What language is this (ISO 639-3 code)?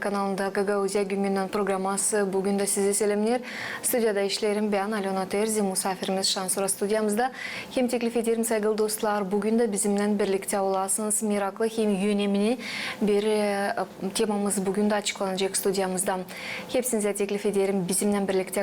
gag